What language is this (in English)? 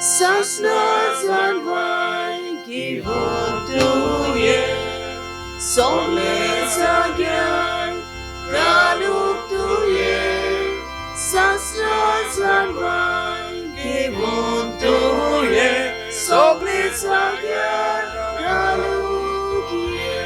Konkani